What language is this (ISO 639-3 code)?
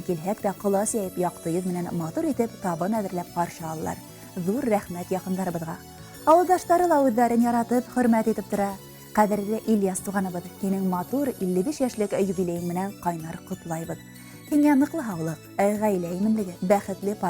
bak